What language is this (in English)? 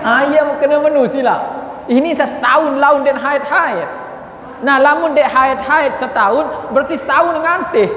Sasak